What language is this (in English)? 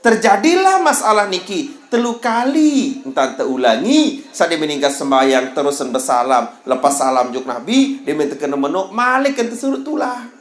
Sasak